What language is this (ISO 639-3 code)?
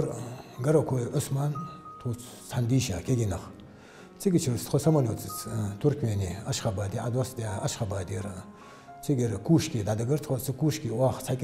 inh